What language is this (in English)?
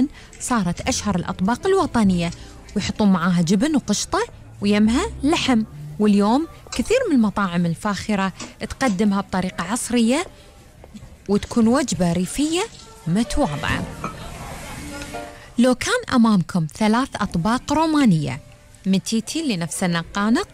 Gulf Arabic